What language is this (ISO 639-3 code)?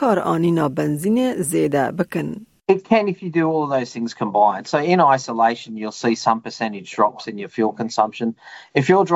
kur